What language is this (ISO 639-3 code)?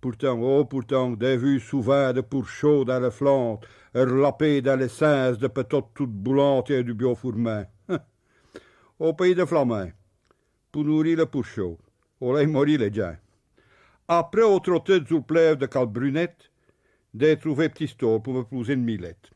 pcd